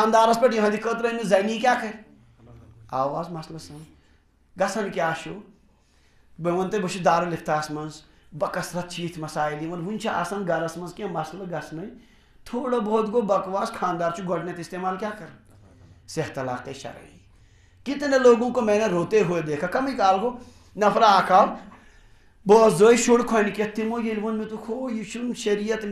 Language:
Kashmiri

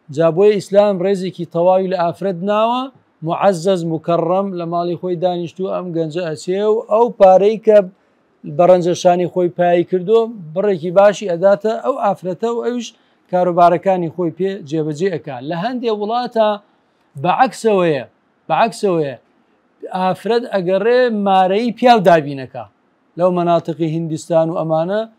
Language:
Central Kurdish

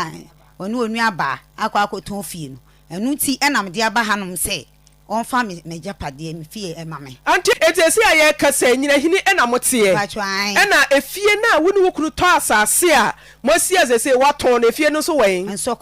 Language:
Akan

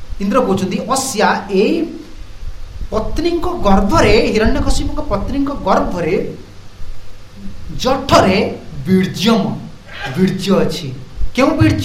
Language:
Odia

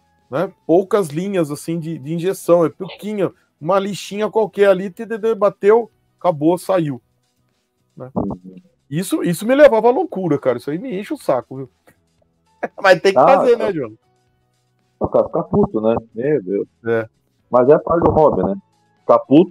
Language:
Portuguese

